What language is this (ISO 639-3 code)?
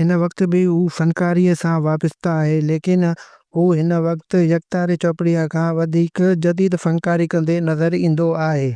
snd